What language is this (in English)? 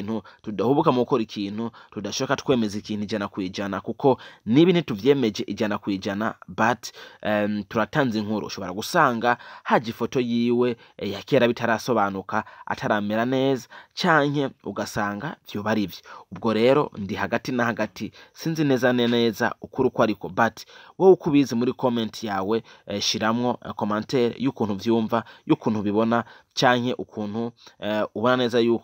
Rundi